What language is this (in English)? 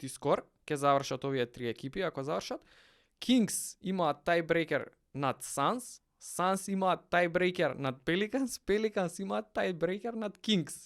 Macedonian